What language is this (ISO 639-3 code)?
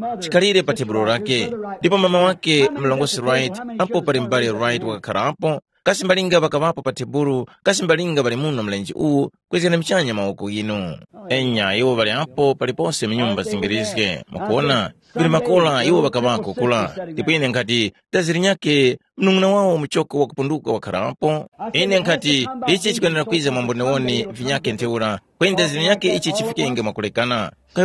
tum